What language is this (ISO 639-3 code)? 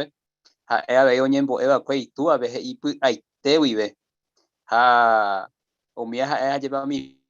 grn